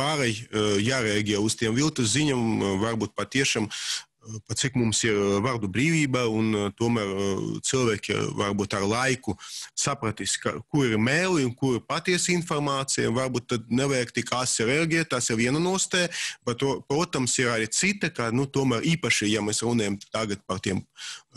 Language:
Latvian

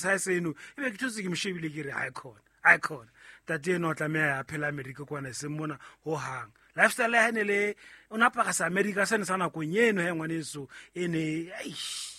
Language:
Southern Sotho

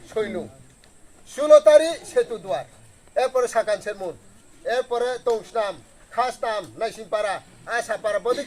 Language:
Riang (India)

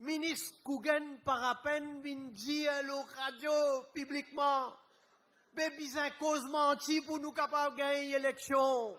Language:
Morisyen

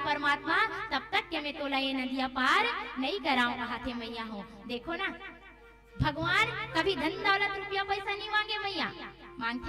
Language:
Chhattisgarhi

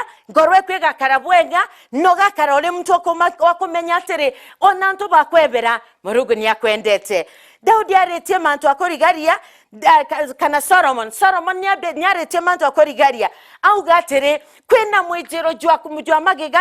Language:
Meru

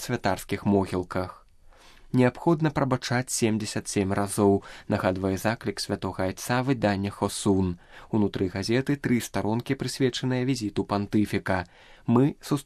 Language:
Belarusian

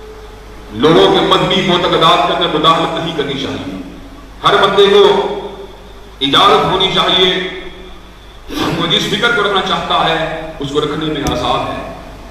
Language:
Urdu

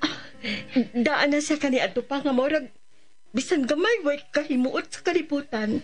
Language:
Cebuano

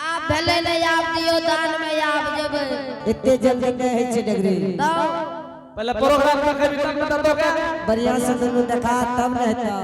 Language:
Angika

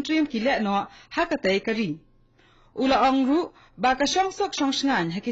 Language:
Khasi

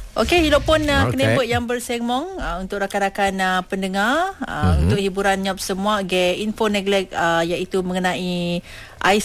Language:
Malay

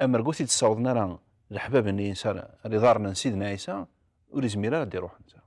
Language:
Kabyle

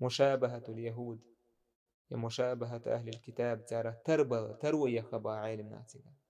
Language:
Chechen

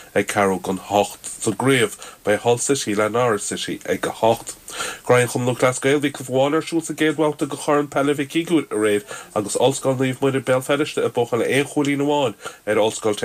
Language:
Irish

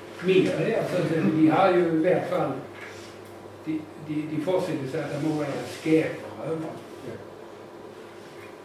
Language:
Danish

